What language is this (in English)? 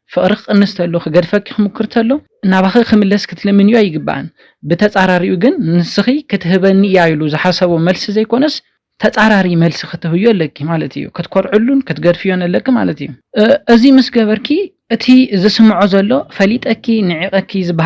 Tigrinya